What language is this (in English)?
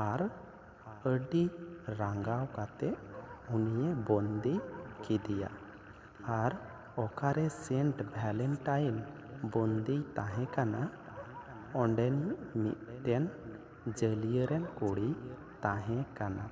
Santali